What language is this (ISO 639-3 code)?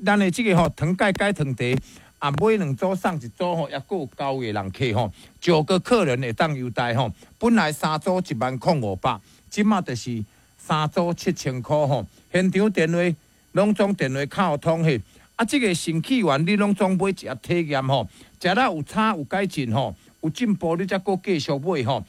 nan